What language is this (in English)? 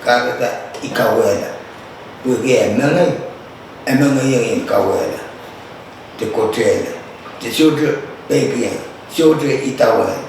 Pohnpeian